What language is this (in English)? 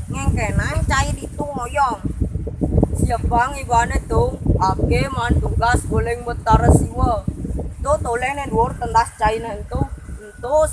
Balinese